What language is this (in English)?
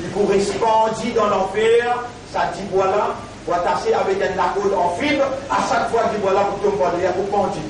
Morisyen